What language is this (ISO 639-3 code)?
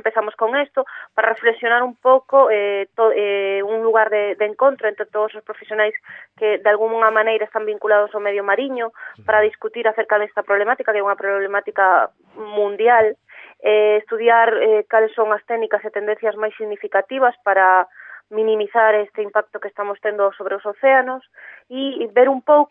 glg